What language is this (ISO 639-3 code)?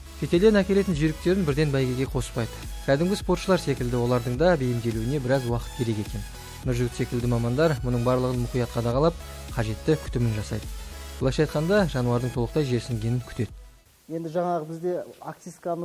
kaz